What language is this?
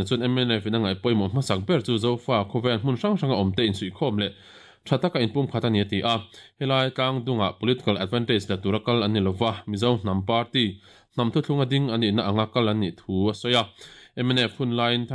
Mizo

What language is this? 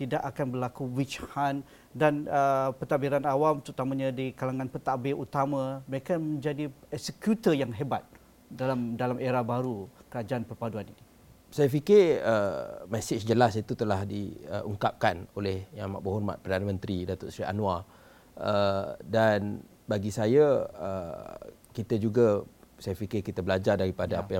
Malay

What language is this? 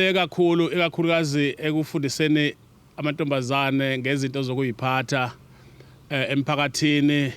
Zulu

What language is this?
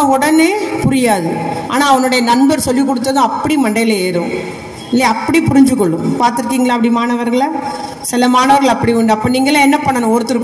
Tamil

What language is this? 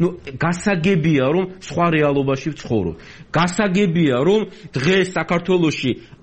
Georgian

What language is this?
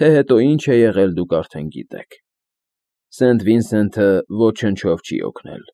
Armenian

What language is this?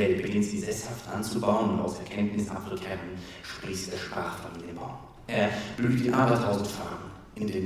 Swiss German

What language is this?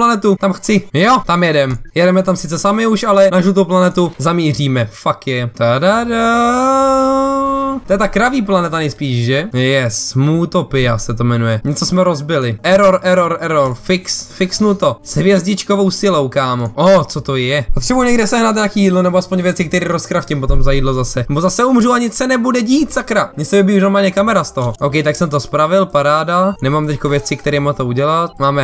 Czech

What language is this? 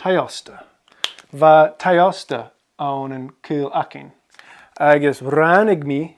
Scottish Gaelic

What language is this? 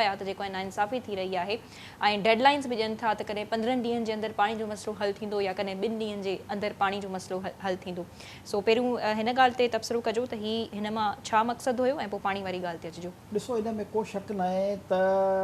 Sindhi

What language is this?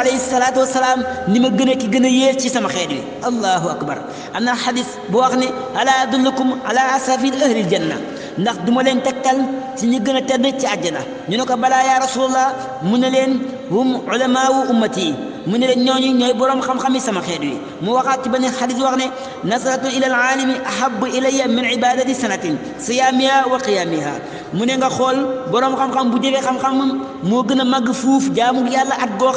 Wolof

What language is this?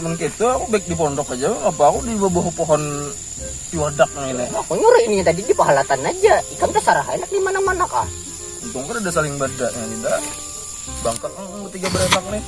Banjar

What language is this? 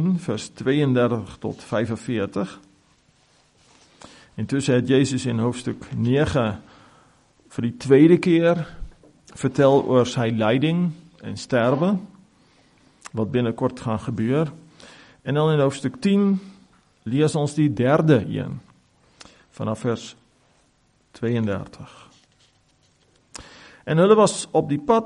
Afrikaans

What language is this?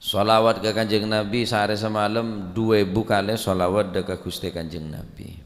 Madurese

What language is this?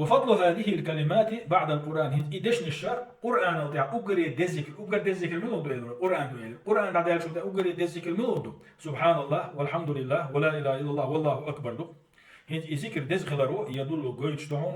Chechen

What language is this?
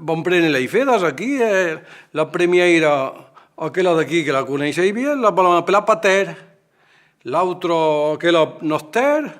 Occitan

